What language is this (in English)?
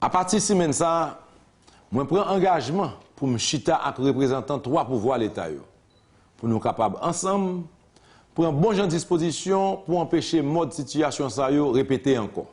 Haitian Creole